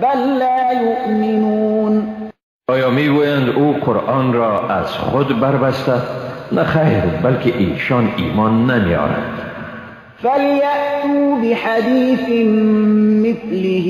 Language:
Persian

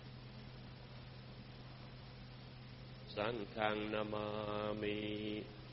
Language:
Thai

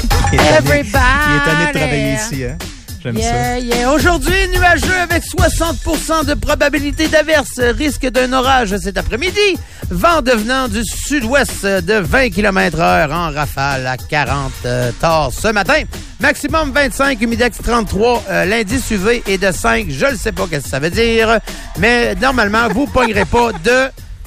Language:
French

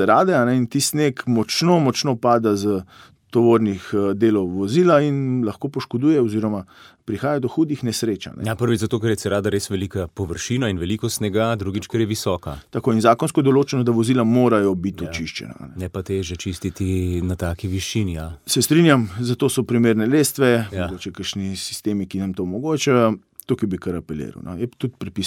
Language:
Slovenian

